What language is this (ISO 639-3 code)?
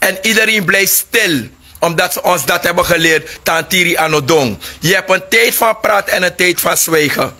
srn